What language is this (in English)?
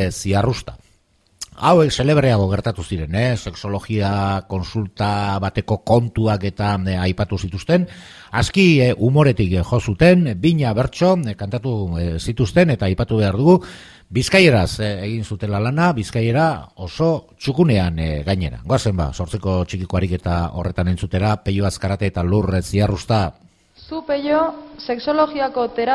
Basque